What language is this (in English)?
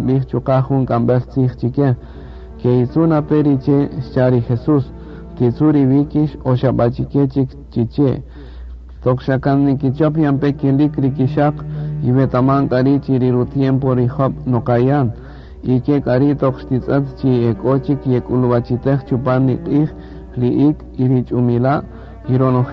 Kaqchikel